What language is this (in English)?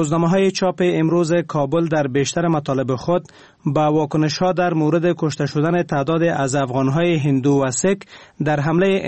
Persian